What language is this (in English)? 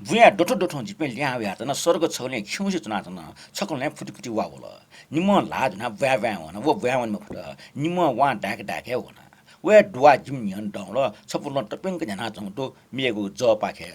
Newari